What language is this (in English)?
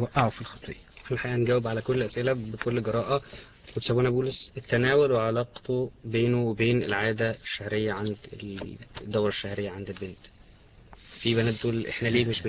Egyptian Arabic